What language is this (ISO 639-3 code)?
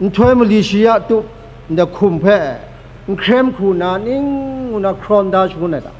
kac